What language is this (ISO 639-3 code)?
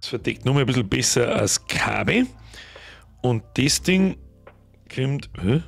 bar